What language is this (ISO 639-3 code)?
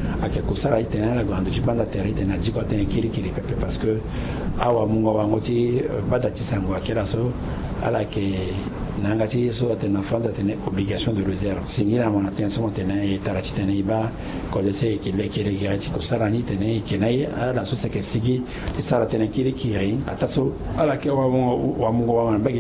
sag